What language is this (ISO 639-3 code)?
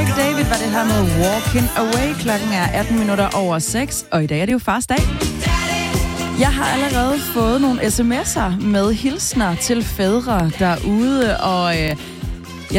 dan